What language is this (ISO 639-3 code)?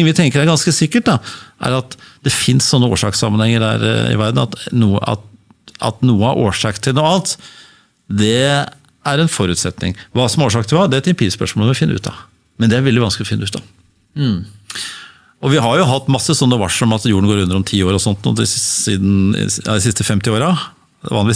nor